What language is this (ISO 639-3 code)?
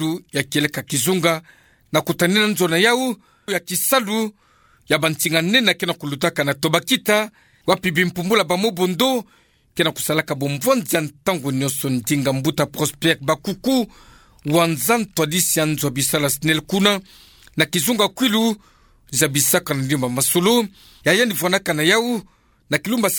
ktu